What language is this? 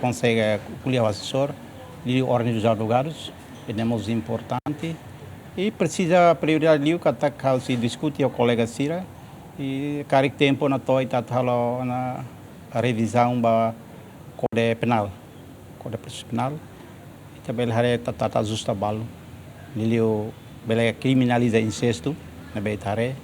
Tetum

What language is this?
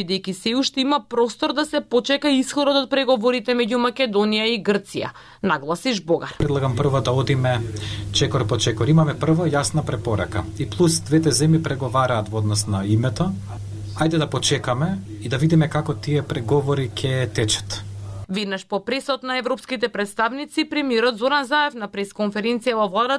Macedonian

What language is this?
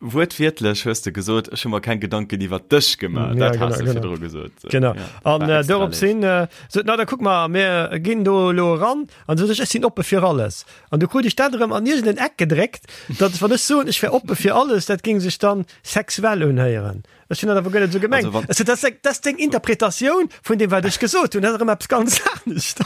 Luxembourgish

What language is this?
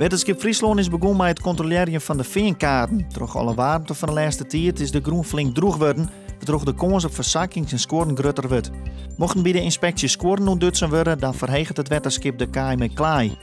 Western Frisian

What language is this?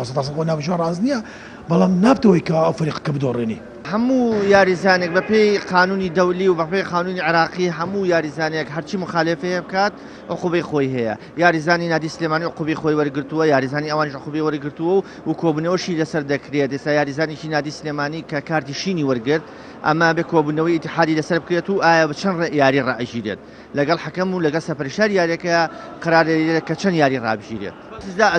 Central Kurdish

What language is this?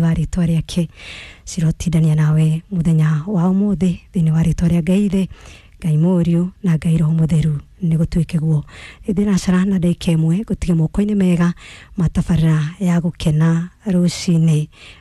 Kikuyu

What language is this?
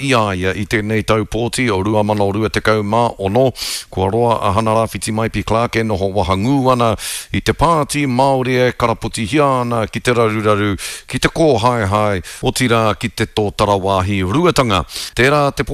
Māori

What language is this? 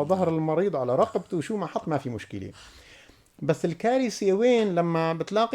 North Levantine Arabic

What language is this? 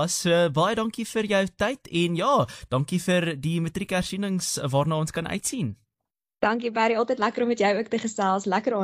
Afrikaans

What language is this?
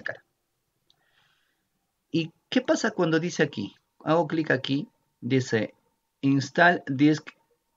Spanish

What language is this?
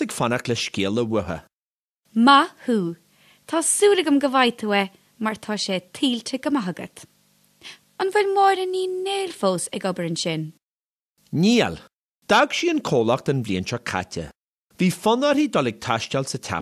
Irish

